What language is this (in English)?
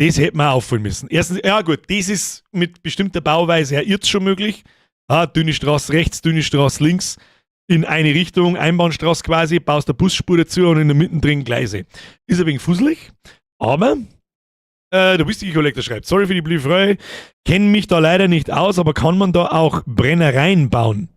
Bavarian